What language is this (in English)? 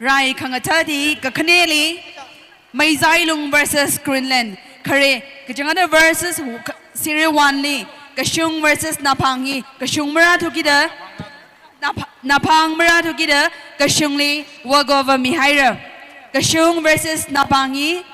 Tangkhul Naga (India)